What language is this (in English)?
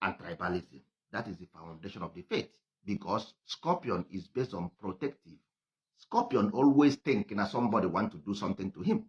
Igbo